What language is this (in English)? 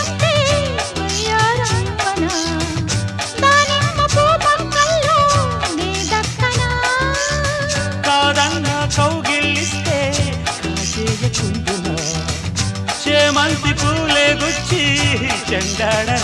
Telugu